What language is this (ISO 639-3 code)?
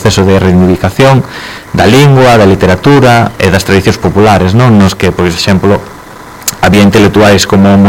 glg